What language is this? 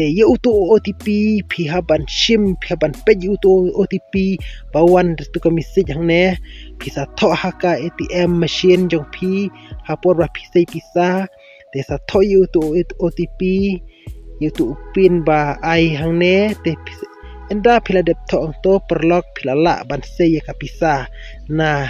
Khasi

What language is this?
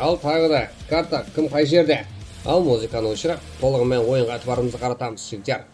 Kara-Kalpak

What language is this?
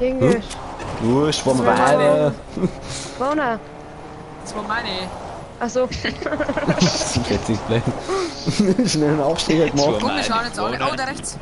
Bavarian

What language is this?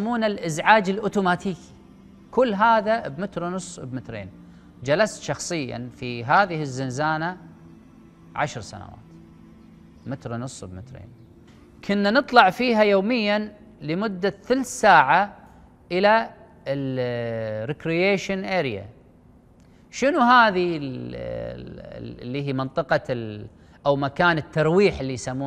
Arabic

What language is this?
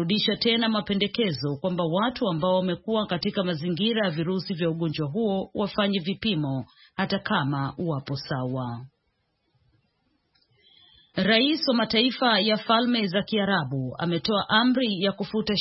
Swahili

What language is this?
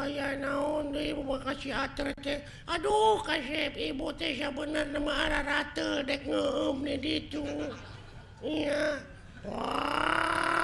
Sundanese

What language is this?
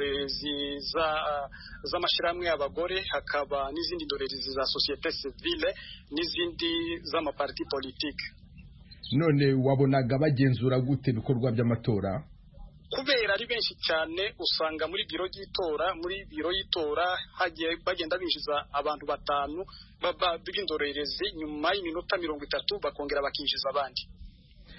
Kinyarwanda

